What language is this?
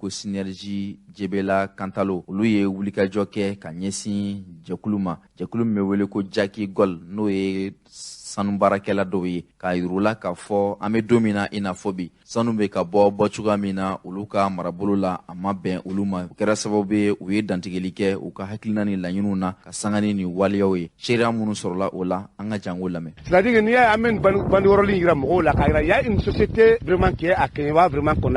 Bambara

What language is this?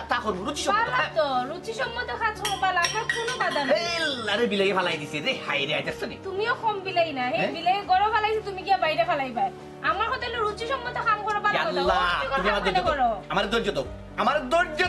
Sylheti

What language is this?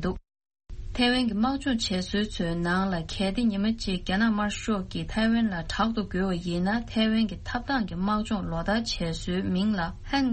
Tibetan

